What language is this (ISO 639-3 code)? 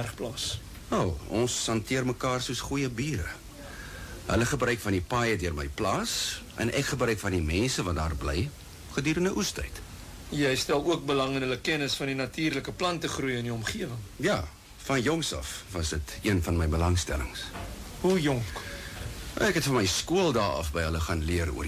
afr